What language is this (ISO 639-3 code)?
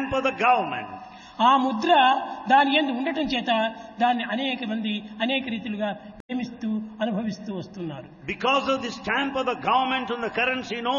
tel